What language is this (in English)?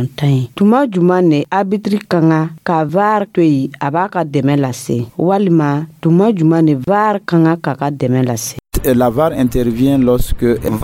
Dyula